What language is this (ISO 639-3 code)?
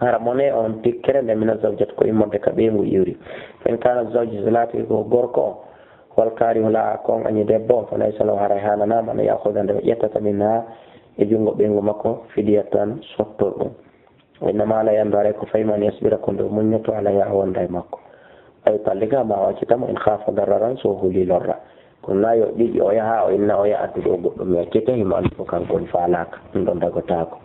ful